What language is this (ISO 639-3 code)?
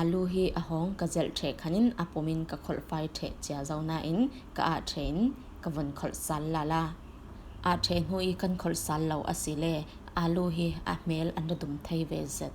cfm